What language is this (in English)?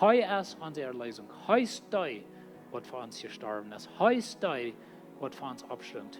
Plautdietsch